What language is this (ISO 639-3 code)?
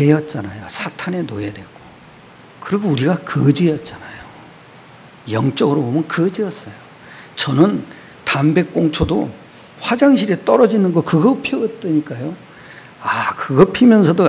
kor